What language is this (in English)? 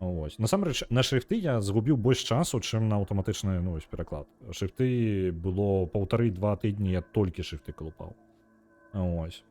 Belarusian